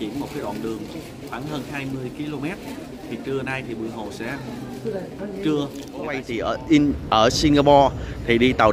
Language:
Vietnamese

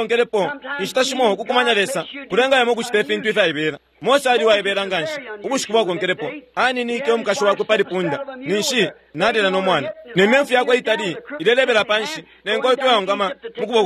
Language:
Bemba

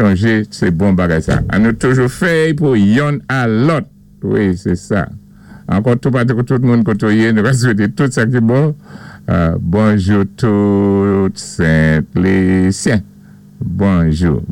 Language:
Saint Lucian Creole French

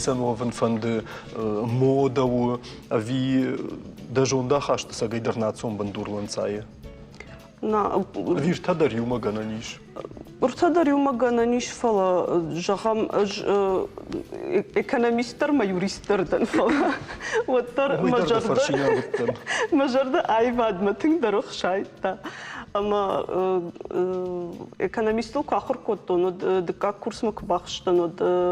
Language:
Ossetic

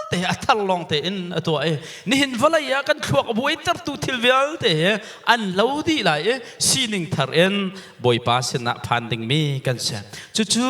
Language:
Hakha Chin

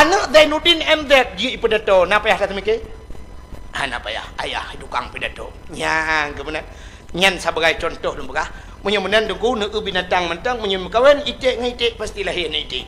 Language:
Achinese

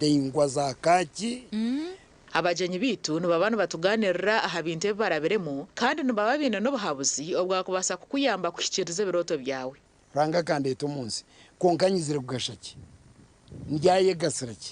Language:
Nyankole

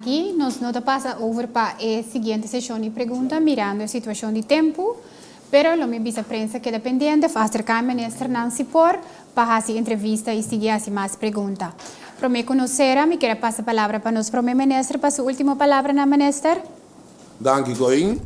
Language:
Papiamento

